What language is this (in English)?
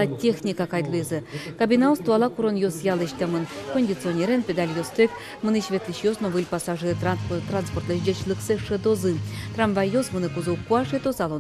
Udmurt